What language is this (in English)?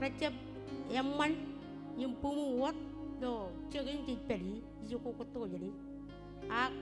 Marshallese